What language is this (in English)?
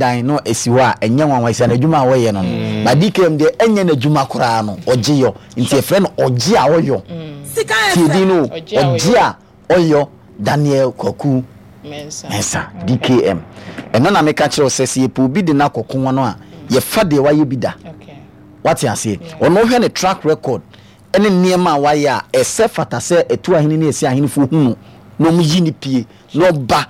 Akan